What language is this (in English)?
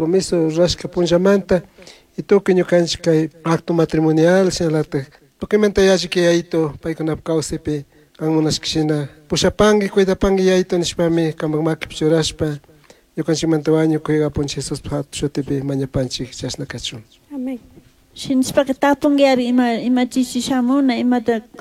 Chimborazo Highland Quichua